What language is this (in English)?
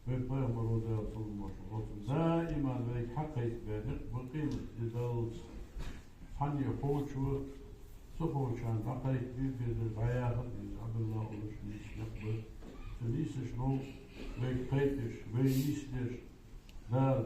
Ingush